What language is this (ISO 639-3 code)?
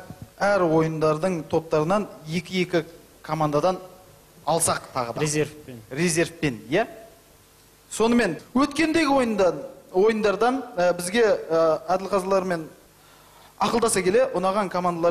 kaz